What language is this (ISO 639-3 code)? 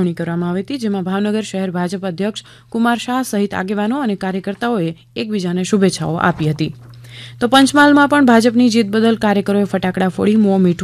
guj